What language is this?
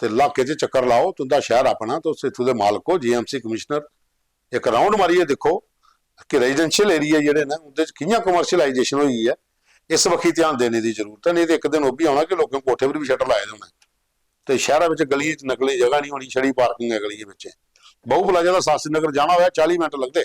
Dogri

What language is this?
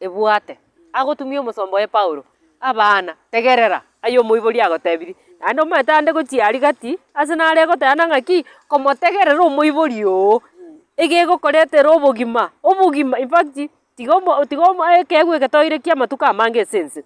Gusii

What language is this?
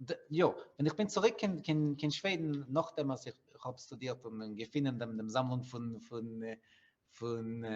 Yiddish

